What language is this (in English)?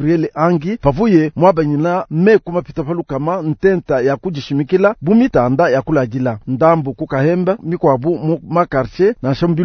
Luba-Lulua